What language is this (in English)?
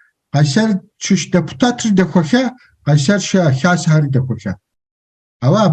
Kabardian